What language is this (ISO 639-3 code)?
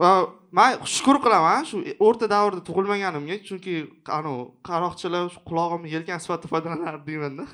uzb